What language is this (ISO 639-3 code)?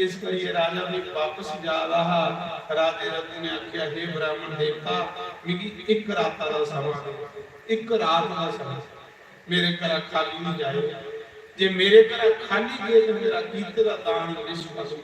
doi